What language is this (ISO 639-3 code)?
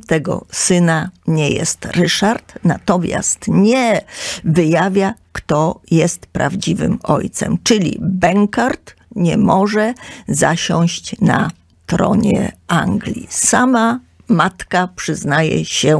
pol